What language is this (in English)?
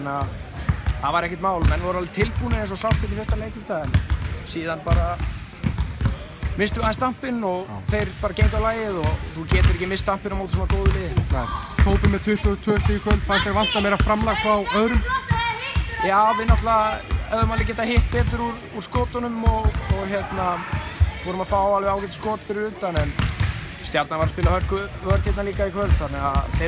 Icelandic